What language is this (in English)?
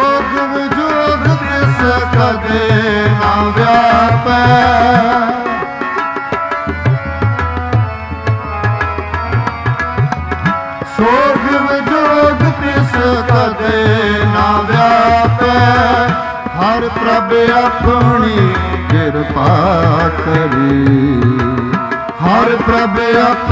Punjabi